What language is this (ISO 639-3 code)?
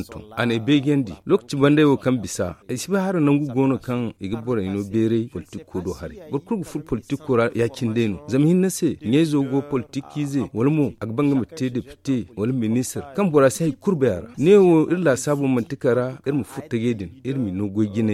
dje